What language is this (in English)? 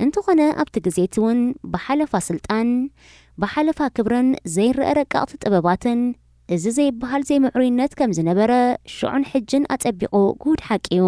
Tigrinya